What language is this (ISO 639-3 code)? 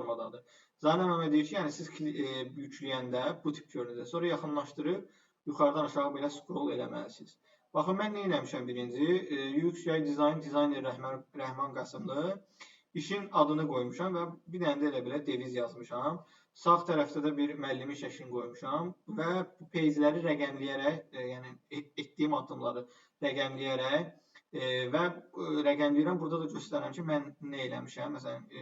aze